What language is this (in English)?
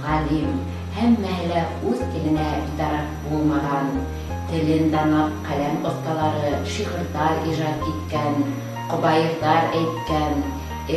Bashkir